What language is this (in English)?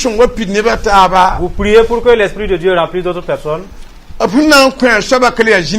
Mossi